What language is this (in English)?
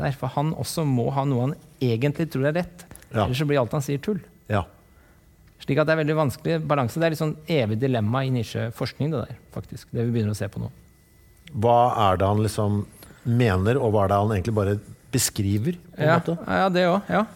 Norwegian